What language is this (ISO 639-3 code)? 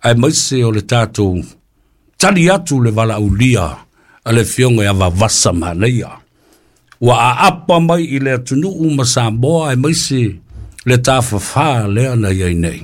smo